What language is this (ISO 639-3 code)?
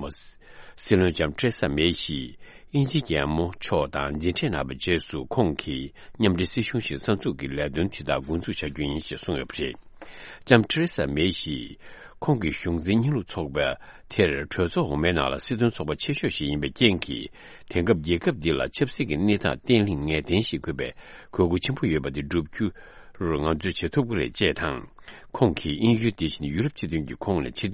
bod